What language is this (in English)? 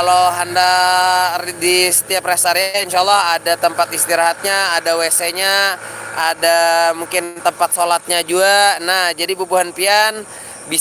Banjar